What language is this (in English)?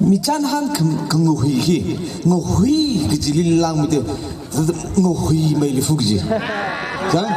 Tangkhul Naga (India)